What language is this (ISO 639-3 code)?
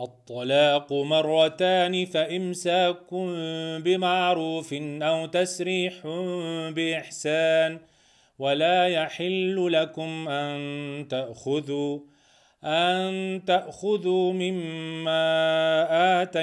ara